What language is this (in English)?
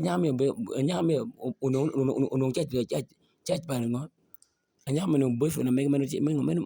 Acoli